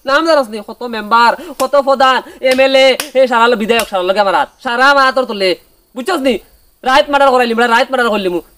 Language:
Sylheti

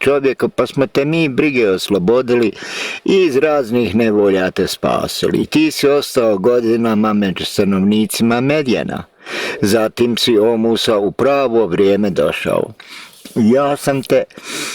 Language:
Bosnian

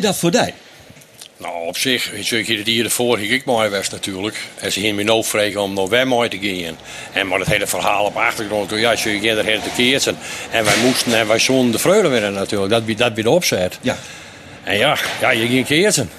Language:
Western Frisian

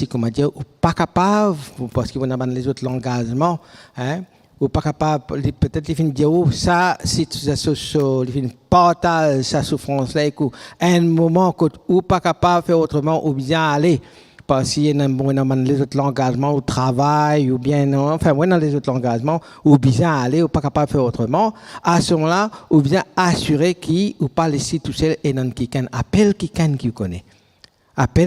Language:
Morisyen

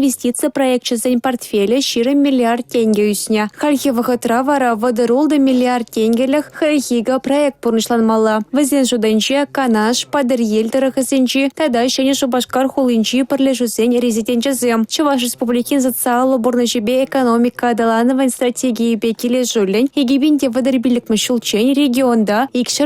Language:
Chuvash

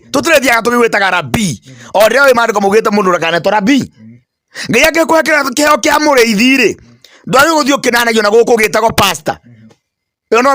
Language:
Kikuyu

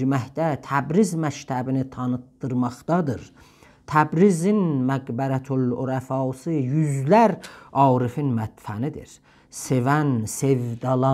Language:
South Azerbaijani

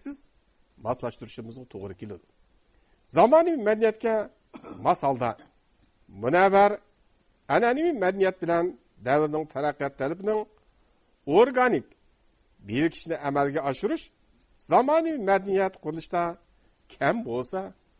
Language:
Uyghur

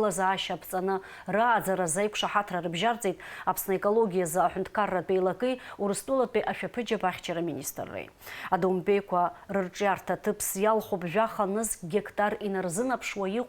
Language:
Abkhazian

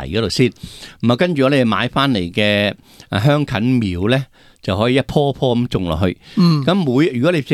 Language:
Cantonese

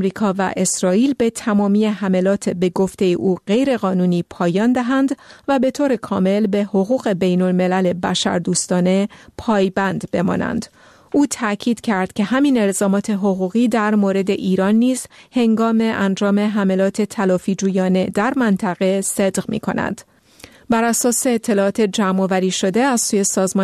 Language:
Persian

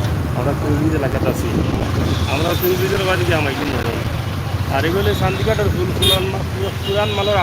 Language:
Sylheti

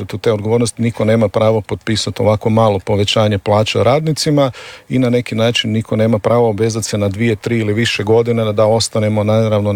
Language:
Croatian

